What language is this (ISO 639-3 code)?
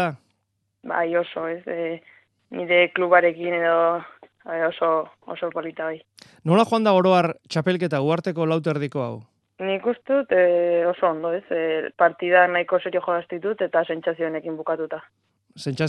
eus